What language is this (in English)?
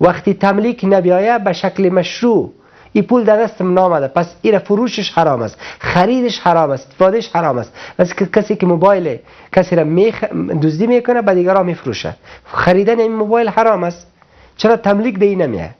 Persian